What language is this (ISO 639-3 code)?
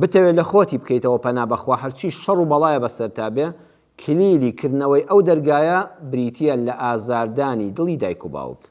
ckb